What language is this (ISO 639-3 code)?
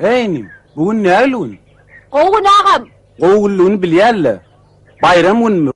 tuk